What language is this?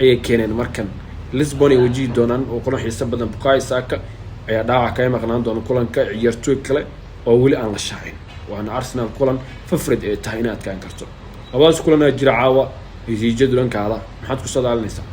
Somali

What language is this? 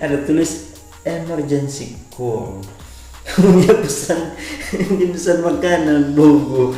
Manado Malay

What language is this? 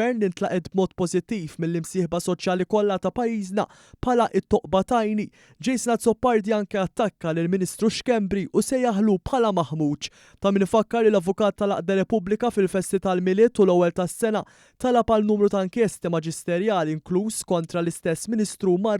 Maltese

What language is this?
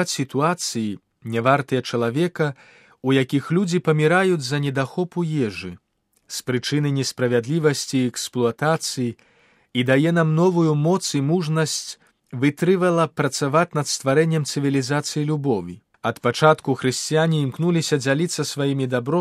Belarusian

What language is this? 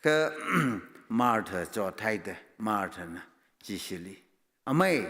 Tangkhul Naga (India)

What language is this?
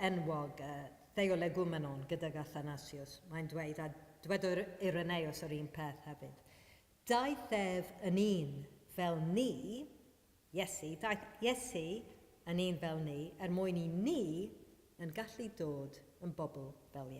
Welsh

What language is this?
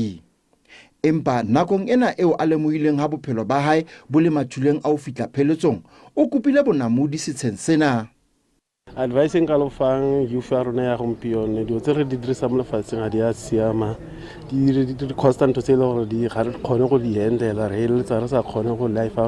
Southern Sotho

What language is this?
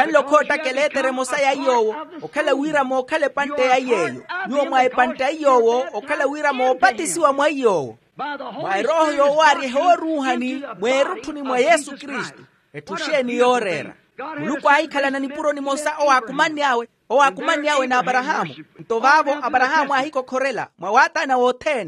Makhuwa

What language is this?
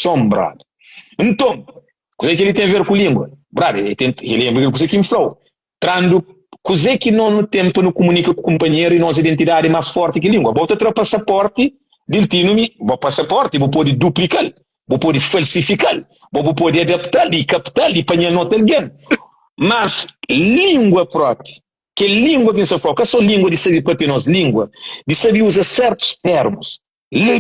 Kabuverdianu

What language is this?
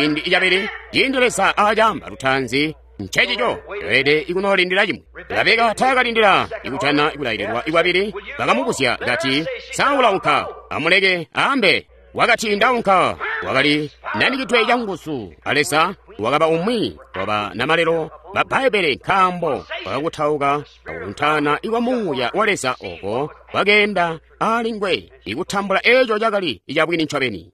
Tonga (Zambia)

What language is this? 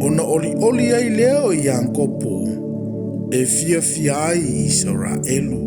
Samoan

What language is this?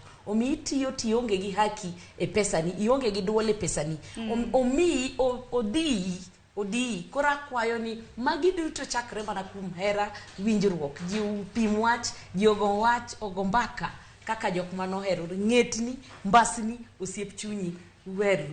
Luo (Kenya and Tanzania)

